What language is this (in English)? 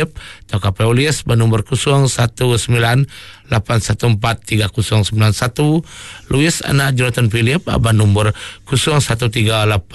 Iban